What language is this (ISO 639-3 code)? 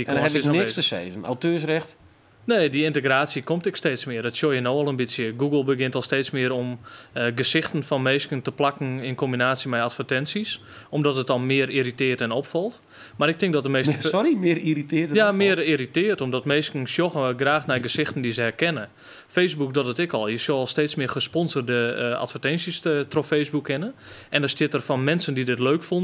fry